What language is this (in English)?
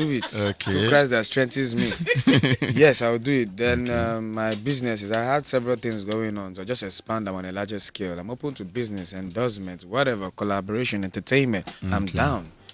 Nigerian Pidgin